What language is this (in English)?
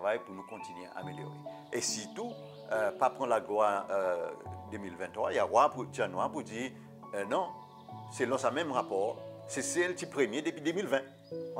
Seselwa Creole French